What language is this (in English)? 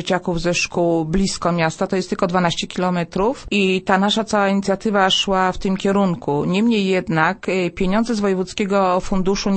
Polish